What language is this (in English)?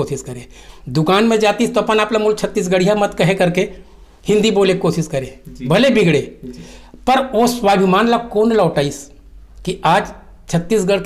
Chhattisgarhi